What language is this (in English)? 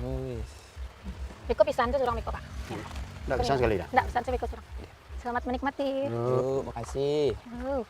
Minangkabau